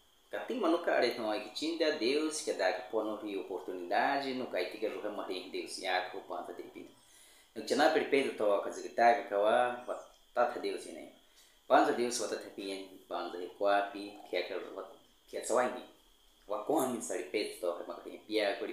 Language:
Baniwa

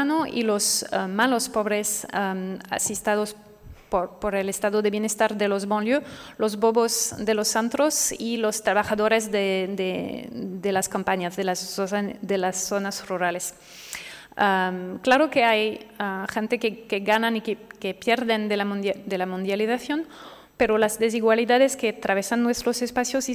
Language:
Spanish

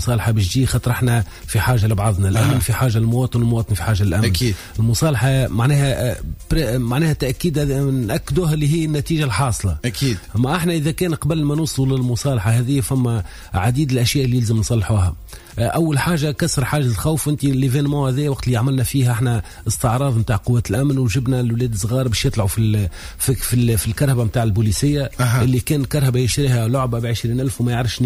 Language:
Tunisian Arabic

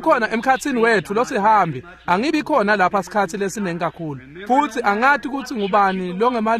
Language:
Swati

